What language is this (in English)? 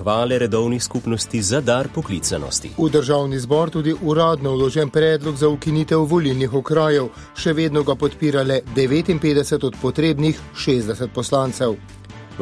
Slovenian